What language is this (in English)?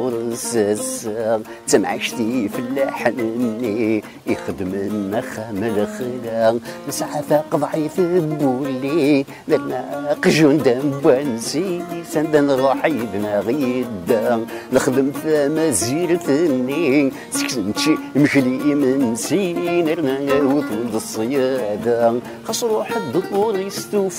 Kabyle